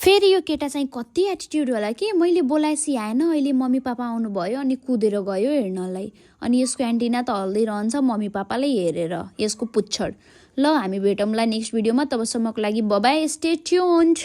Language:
Nepali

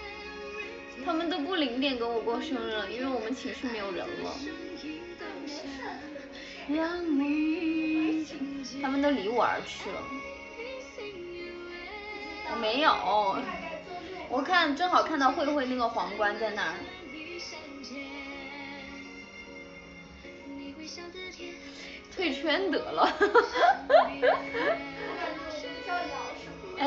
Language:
Chinese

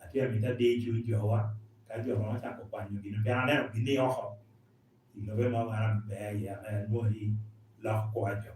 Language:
Lango (Uganda)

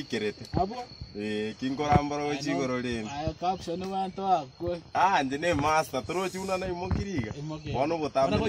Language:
Gusii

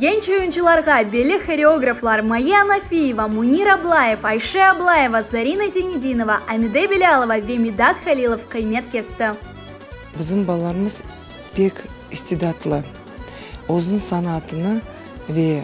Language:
Crimean Tatar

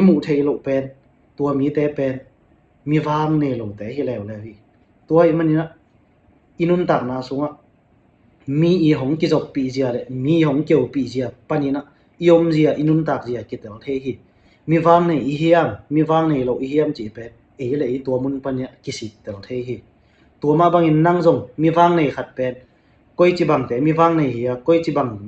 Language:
Tedim Chin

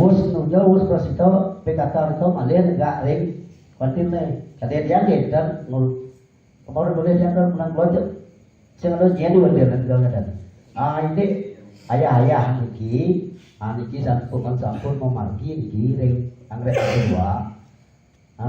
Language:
Balinese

